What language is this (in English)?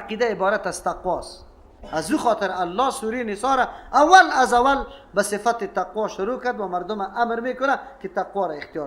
Persian